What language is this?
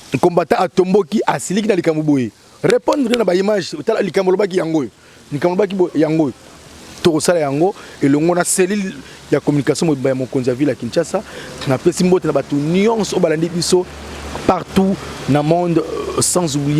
Lingala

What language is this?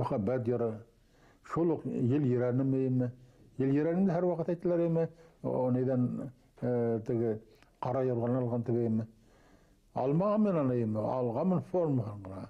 Bashkir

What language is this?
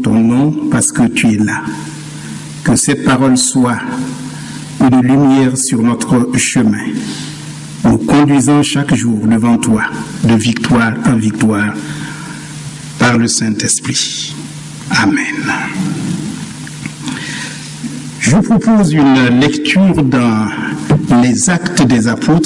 French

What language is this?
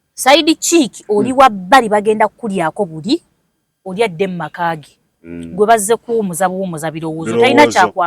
Ganda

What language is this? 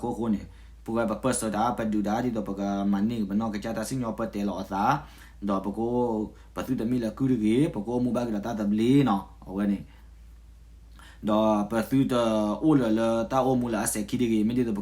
S'gaw Karen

